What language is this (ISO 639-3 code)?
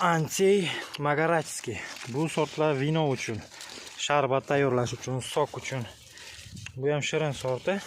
uzb